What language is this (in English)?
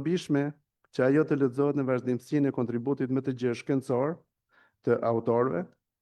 Albanian